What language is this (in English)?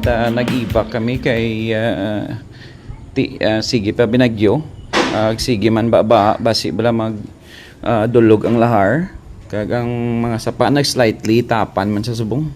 Hiligaynon